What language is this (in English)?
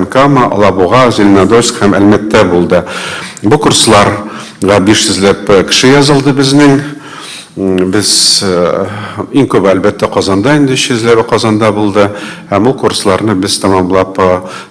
Tatar